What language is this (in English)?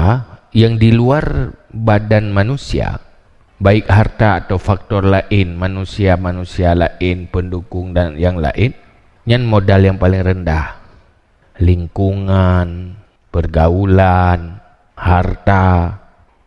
Achinese